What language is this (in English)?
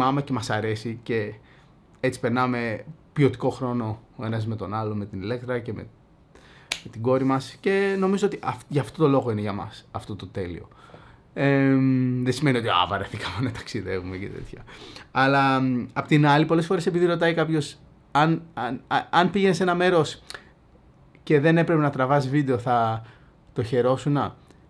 Greek